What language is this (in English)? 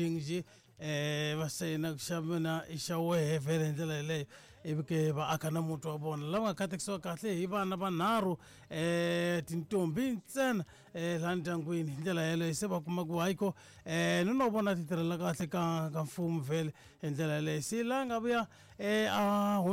Tsonga